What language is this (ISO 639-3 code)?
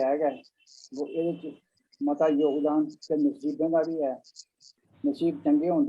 doi